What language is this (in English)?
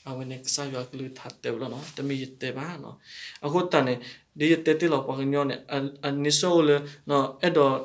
S'gaw Karen